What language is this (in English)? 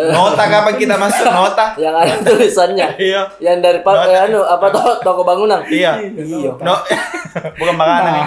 Makassar Malay